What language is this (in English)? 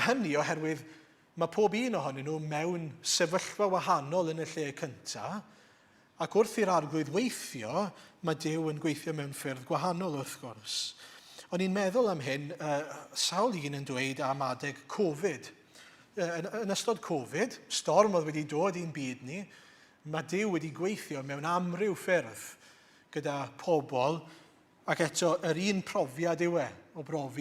Welsh